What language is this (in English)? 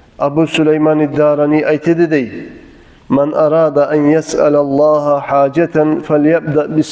Kumyk